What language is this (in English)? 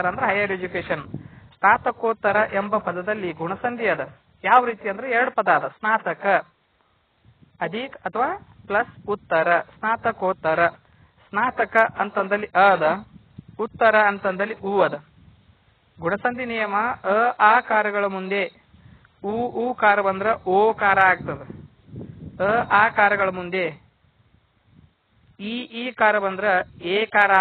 Kannada